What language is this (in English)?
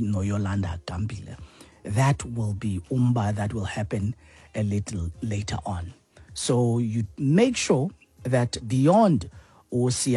Xhosa